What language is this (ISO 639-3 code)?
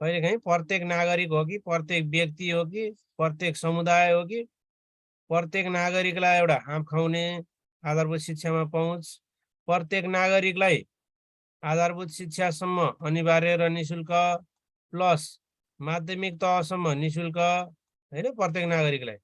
nep